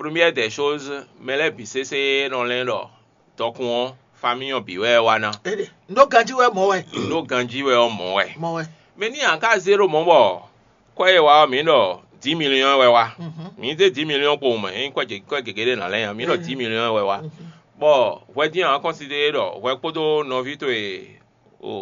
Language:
Fon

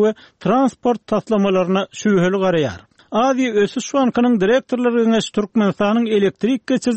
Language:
Turkmen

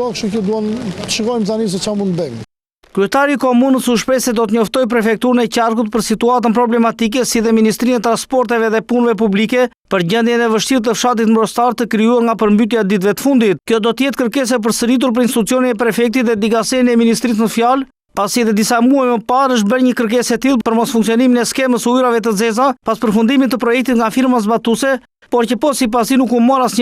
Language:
Albanian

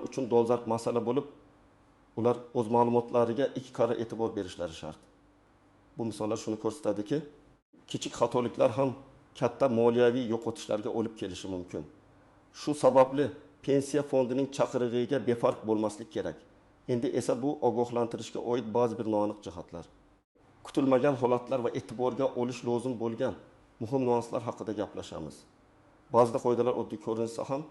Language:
Uzbek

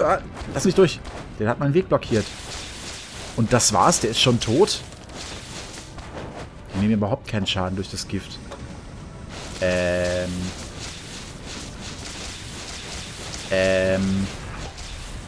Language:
German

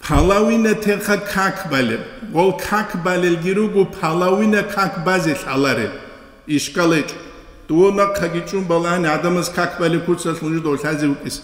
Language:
Avaric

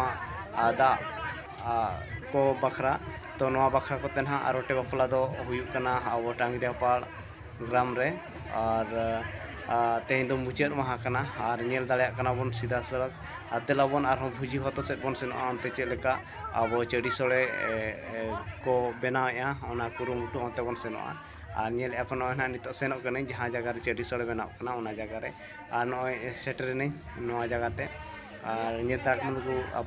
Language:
Santali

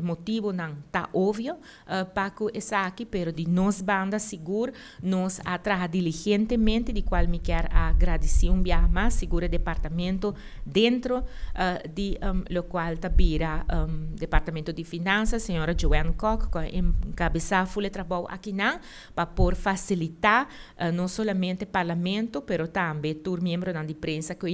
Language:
Papiamento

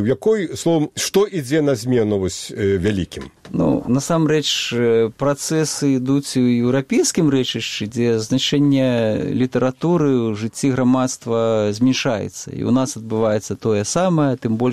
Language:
Belarusian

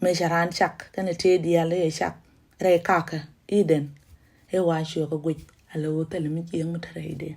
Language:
Nuer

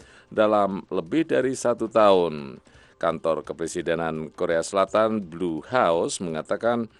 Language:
Indonesian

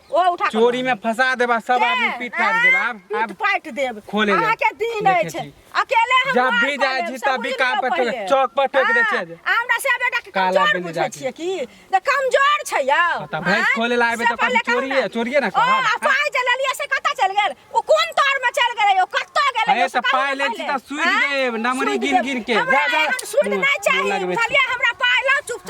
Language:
Maithili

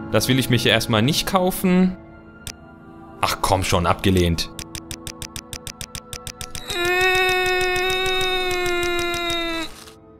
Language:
German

